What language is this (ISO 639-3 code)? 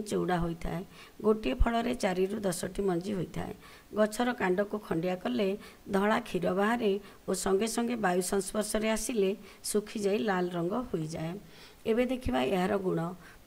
ori